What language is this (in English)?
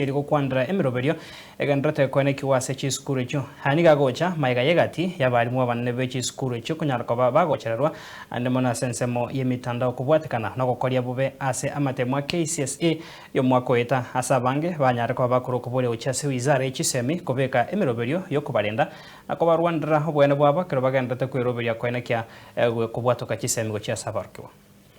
Gusii